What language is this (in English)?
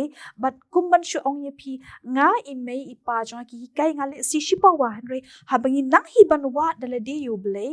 Khasi